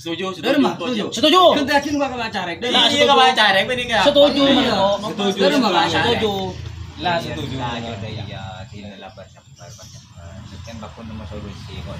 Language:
Madurese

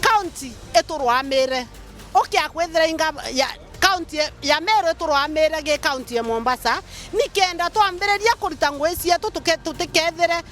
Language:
Meru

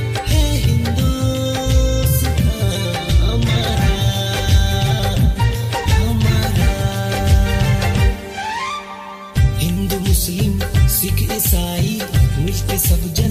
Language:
Bhojpuri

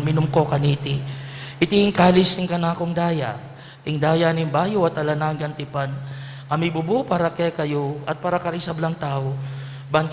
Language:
Pampanga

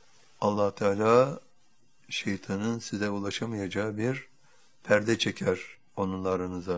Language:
Turkish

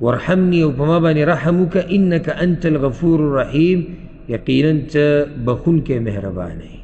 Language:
Pashto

